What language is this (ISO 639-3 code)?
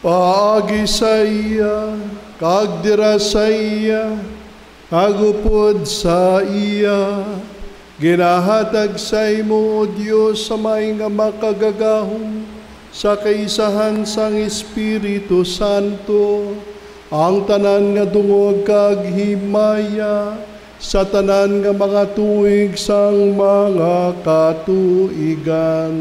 hil